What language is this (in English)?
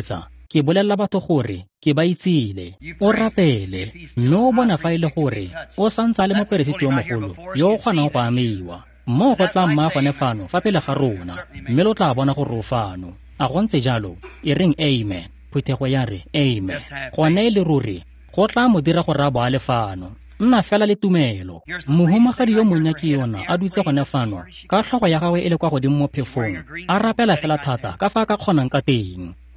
Tswana